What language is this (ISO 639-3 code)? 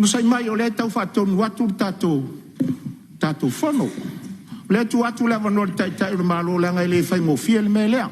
smo